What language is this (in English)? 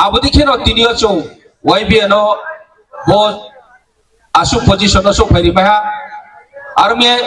Riang (India)